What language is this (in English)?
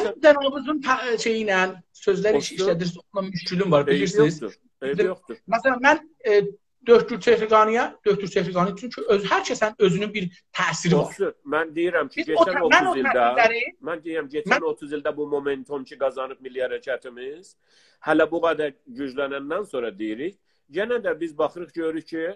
South Azerbaijani